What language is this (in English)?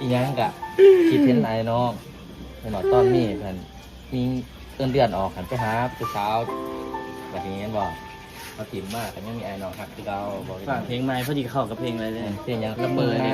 Northeastern Thai